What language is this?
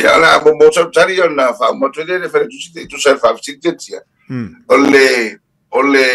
Samoan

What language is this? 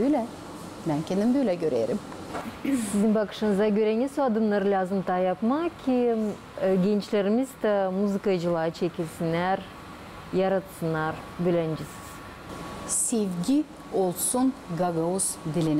Gagauz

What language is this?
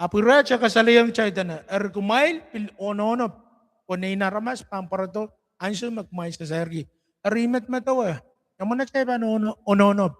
Pohnpeian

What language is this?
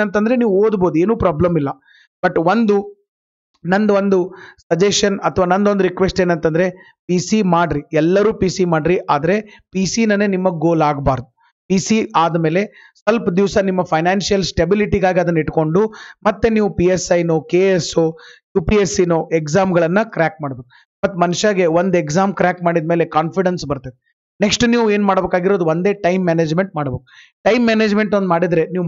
Kannada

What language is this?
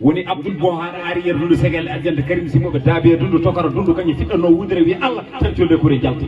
Fula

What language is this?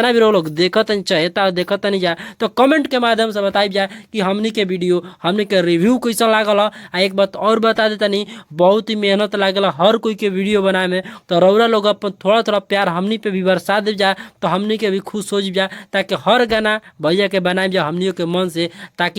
Bhojpuri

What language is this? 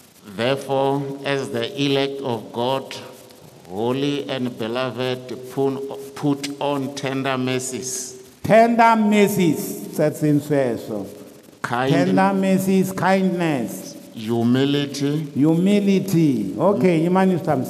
Tsonga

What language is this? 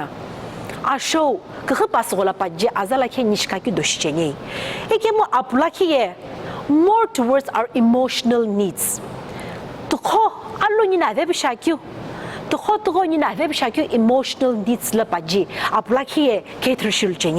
Sumi Naga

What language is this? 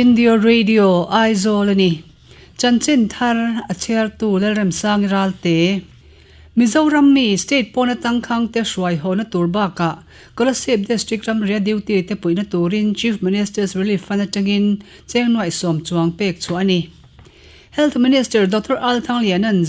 Mizo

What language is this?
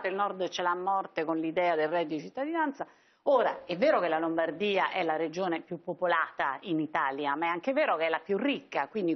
Italian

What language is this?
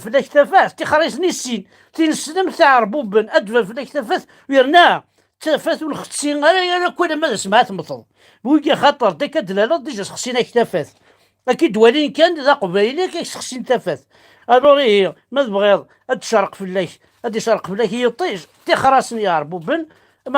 Kabyle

